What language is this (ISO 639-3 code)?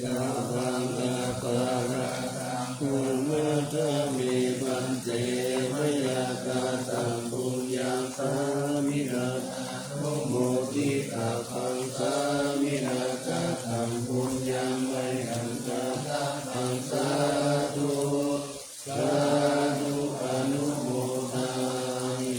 pli